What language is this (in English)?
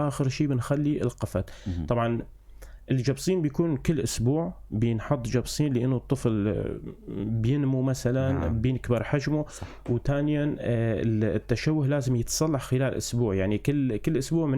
North Levantine Arabic